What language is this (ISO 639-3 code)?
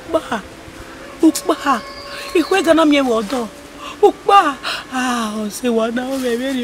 bin